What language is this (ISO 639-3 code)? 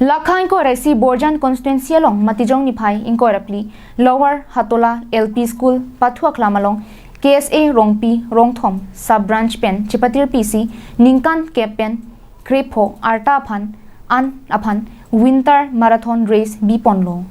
mjw